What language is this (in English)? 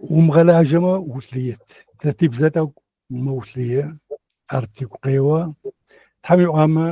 Adyghe